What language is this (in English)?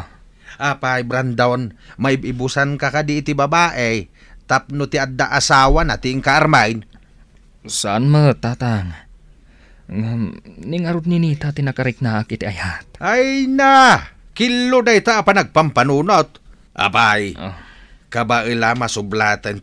Iloko